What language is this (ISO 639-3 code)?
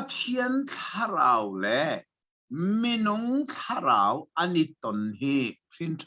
cnh